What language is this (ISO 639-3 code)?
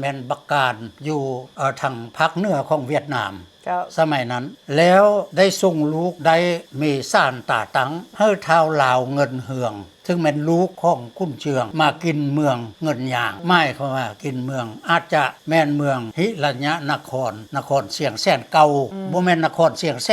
lao